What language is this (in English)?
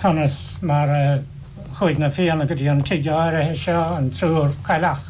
Irish